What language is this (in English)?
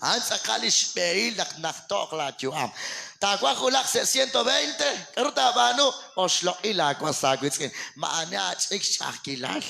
Kekchí